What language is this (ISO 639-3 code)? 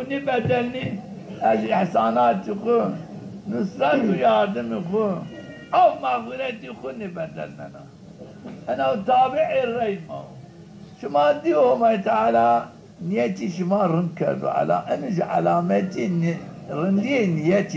zza